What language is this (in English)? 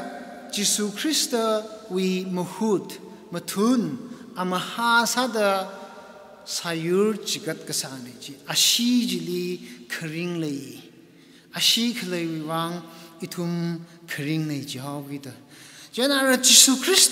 Tangkhul Naga (India)